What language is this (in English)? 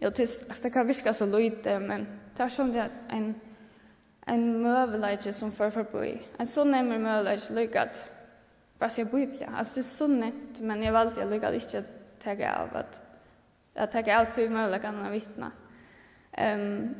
Faroese